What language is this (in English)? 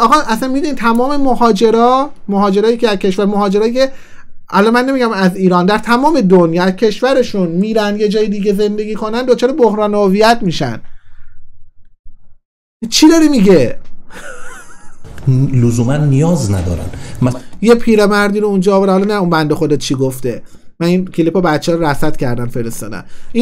Persian